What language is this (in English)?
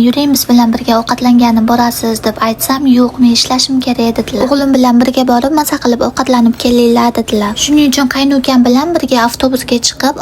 Uzbek